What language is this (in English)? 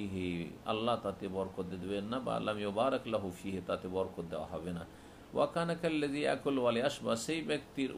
Bangla